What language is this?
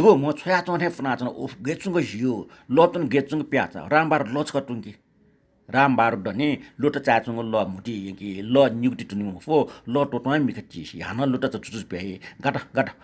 Newari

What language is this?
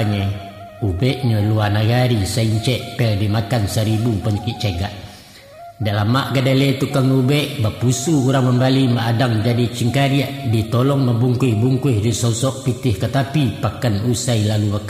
Minangkabau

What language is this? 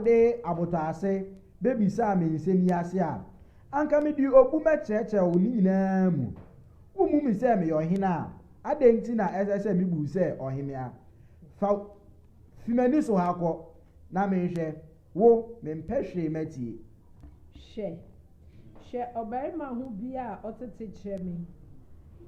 Akan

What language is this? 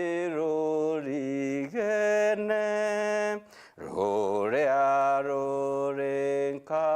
Meru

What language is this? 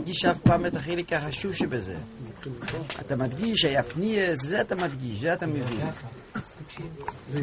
Hebrew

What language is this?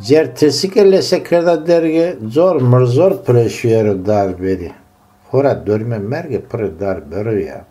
Zaza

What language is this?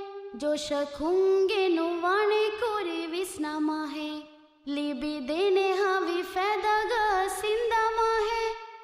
Divehi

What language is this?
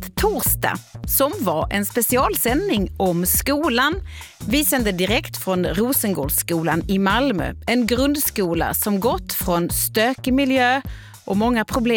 Swedish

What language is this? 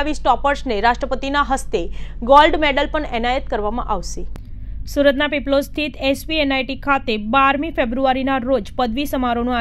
Gujarati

